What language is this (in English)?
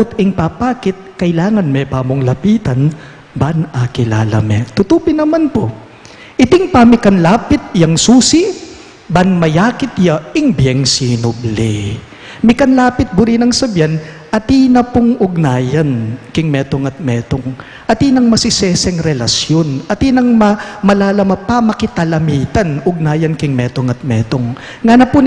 Pampanga